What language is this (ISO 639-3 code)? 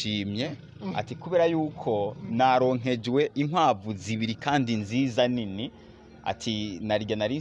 run